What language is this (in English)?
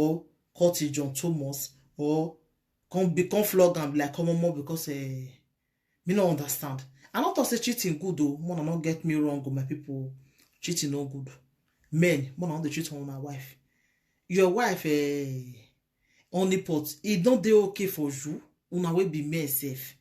Nigerian Pidgin